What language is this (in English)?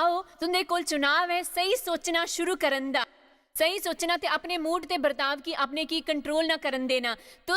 Dogri